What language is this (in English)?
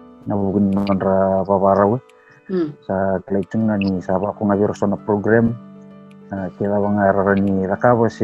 Fijian